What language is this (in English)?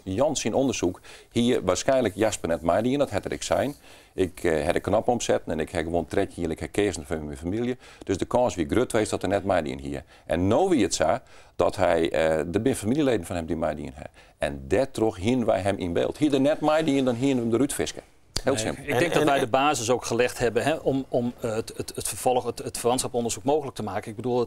Western Frisian